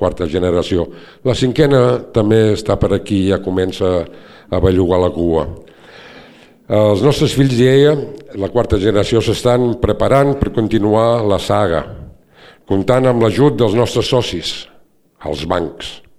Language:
Catalan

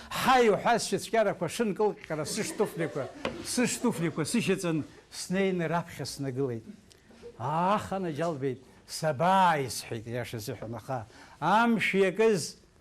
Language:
Abkhazian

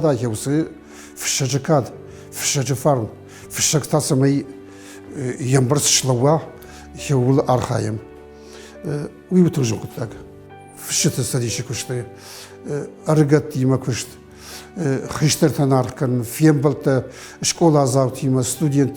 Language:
Ossetic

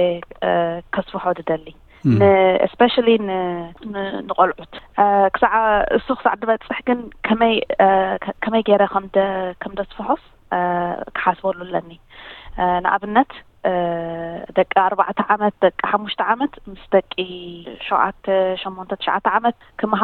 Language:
Tigrinya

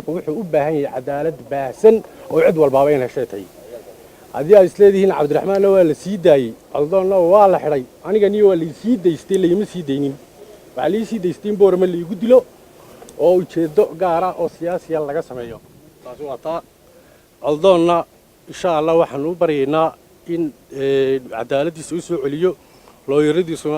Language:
Somali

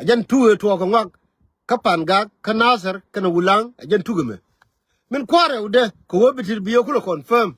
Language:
Nuer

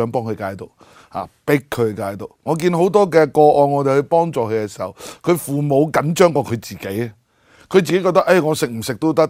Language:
Cantonese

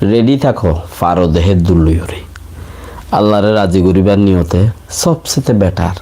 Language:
Rohingya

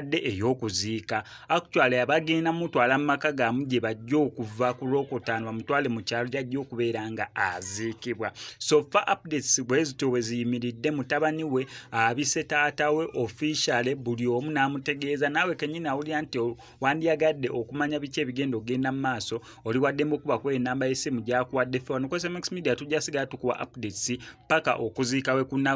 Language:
Ganda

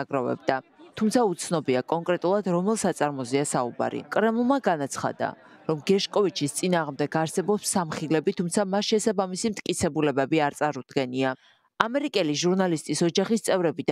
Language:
Georgian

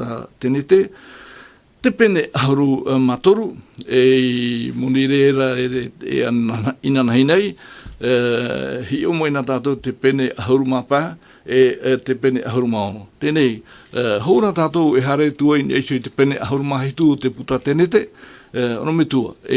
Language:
Tahitian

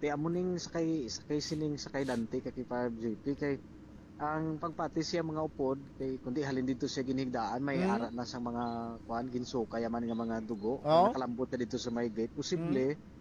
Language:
Hiligaynon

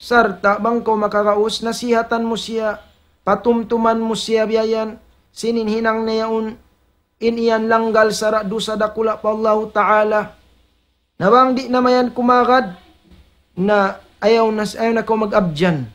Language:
Tausug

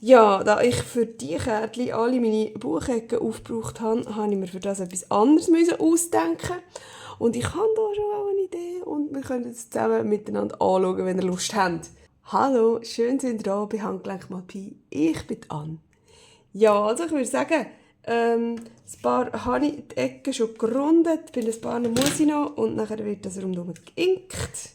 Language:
Swiss German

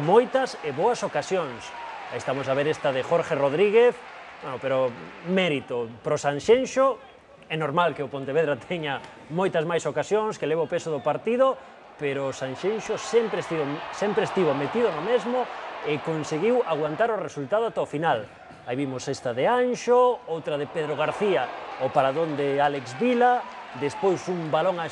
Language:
Galician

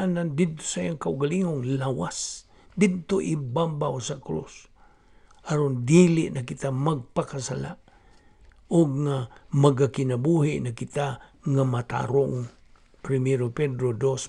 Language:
Cebuano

